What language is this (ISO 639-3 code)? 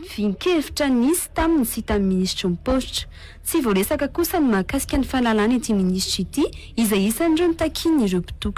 mlg